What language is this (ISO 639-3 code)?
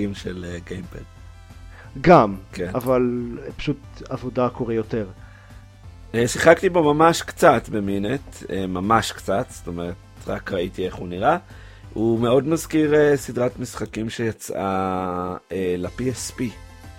heb